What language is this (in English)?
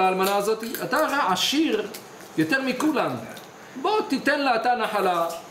Hebrew